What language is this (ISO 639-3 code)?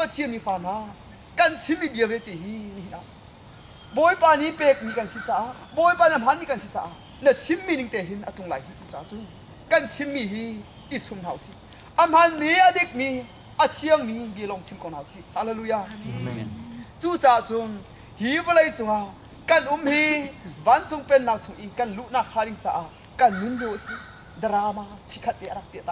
cnh